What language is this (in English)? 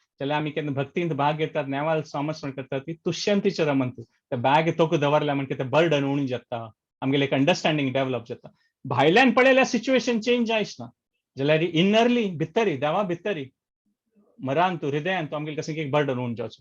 Konkani